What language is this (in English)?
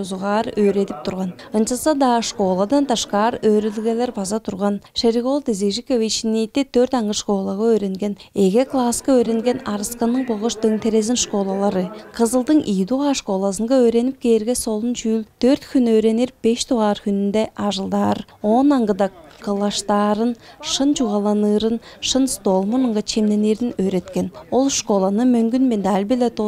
Tuvinian